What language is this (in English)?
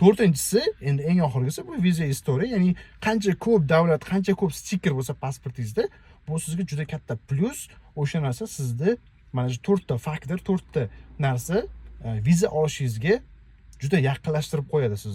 Uzbek